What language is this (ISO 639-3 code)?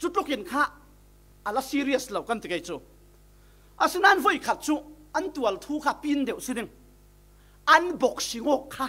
cfm